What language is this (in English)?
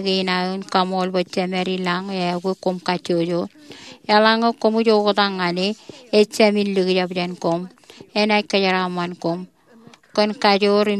Marshallese